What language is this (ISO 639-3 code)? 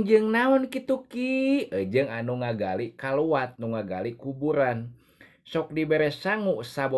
sun